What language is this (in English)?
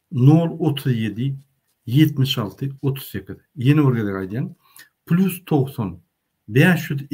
Turkmen